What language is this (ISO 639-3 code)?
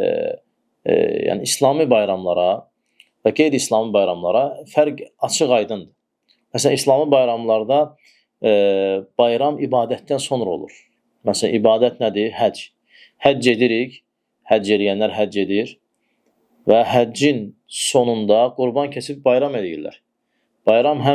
aze